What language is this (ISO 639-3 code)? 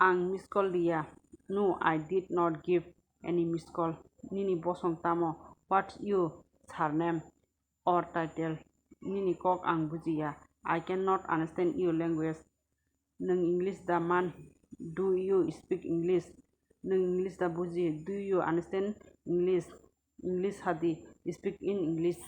trp